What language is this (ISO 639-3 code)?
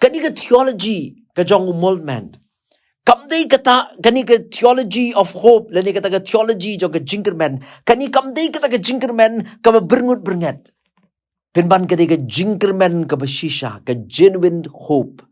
kha